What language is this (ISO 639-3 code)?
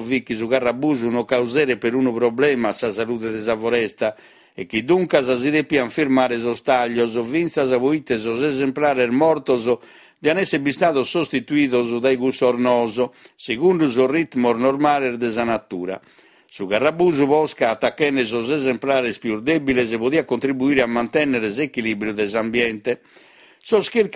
srd